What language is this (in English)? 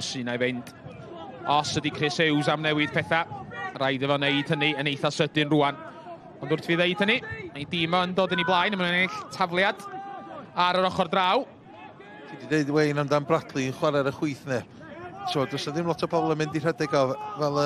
Welsh